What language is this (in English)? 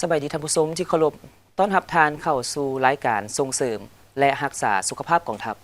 Lao